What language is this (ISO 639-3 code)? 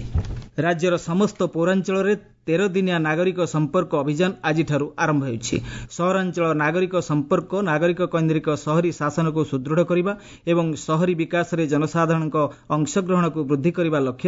ori